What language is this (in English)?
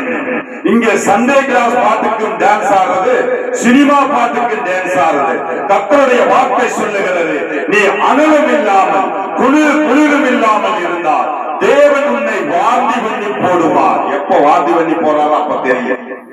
Tamil